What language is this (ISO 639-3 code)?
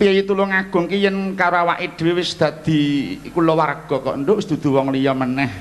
jav